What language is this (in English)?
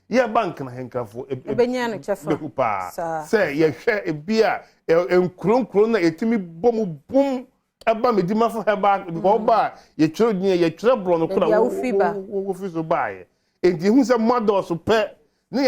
Akan